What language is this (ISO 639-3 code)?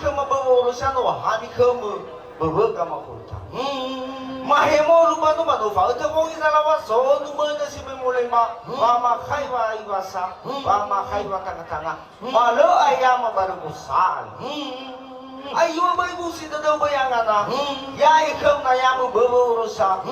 nia